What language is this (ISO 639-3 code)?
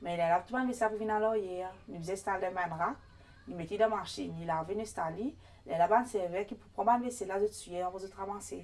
mfe